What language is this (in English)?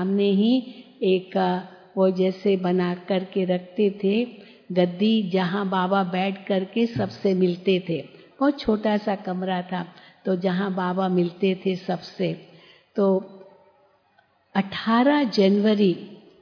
Hindi